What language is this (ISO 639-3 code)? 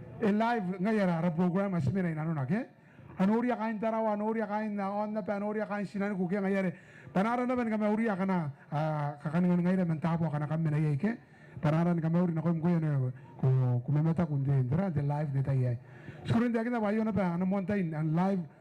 gil